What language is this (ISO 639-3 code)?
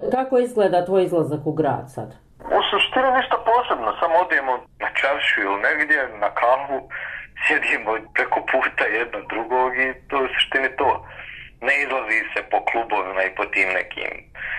bos